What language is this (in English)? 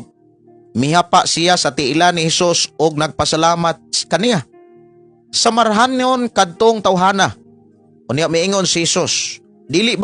Cebuano